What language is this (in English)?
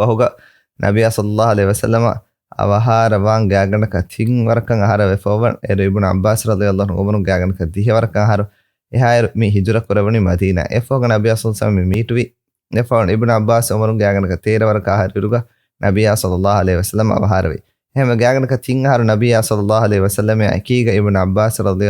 Divehi